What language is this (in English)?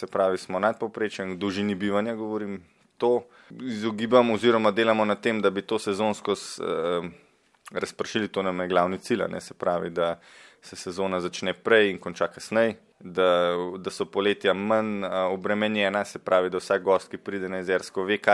Slovenian